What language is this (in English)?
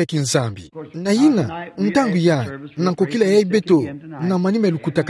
Kituba (Democratic Republic of Congo)